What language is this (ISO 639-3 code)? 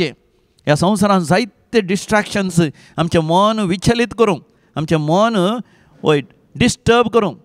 kok